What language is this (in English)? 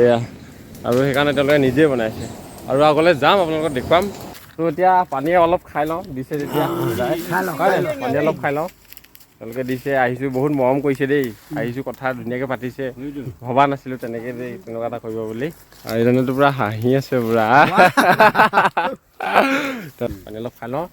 Assamese